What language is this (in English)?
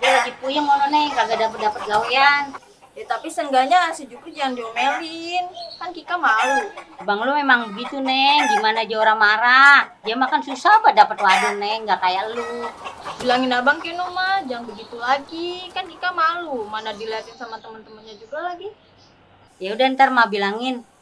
Betawi